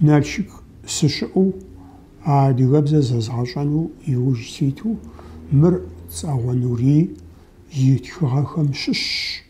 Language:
Kabardian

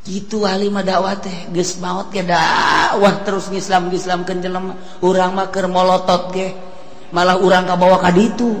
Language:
Sundanese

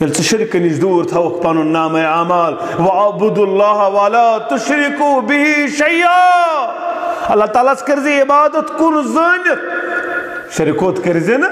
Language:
Kashmiri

